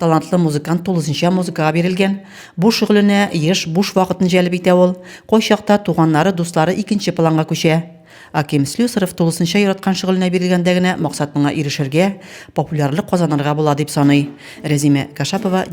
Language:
Tatar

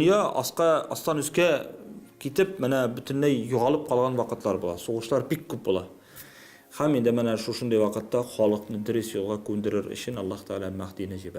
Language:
Tatar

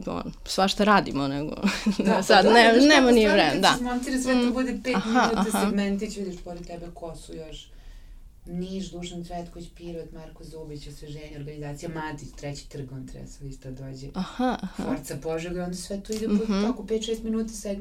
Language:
Serbian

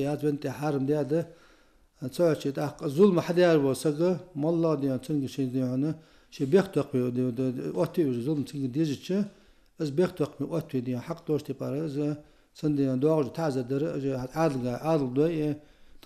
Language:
Ingush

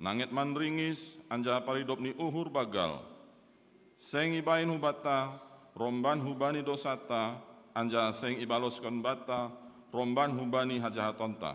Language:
Batak Simalungun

